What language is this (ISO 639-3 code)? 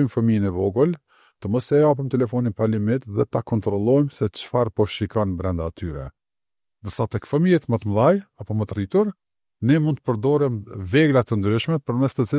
sqi